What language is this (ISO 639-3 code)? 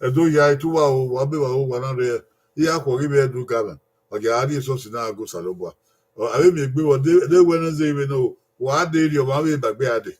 bin